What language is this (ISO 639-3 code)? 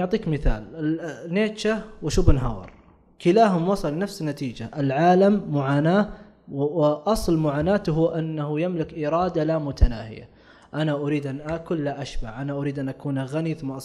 ara